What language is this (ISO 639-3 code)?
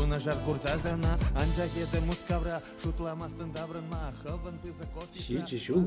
chv